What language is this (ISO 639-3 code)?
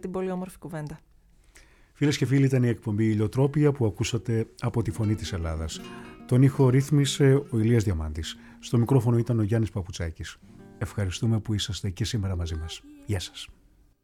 ell